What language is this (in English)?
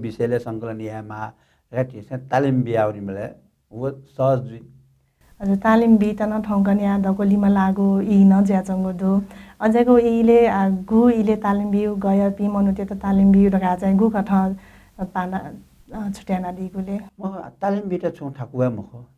Newari